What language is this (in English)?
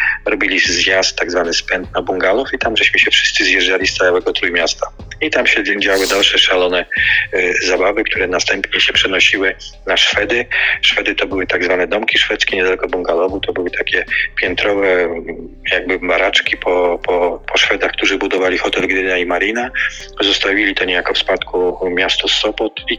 Polish